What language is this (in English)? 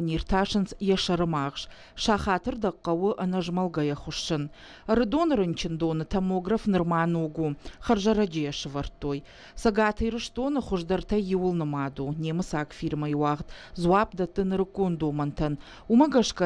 Ossetic